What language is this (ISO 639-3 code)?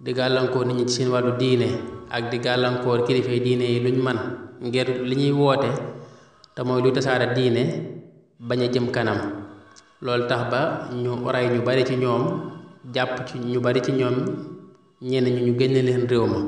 wol